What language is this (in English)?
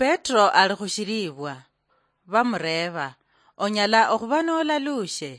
Luyia